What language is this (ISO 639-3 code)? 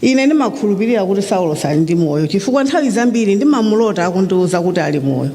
nya